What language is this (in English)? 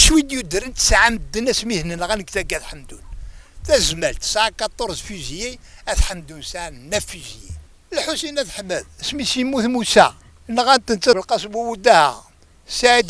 Kabyle